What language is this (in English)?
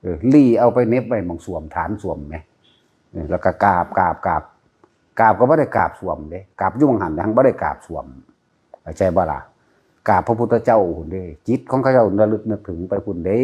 Northeastern Thai